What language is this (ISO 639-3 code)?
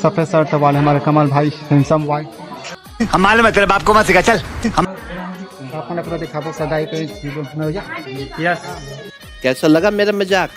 hne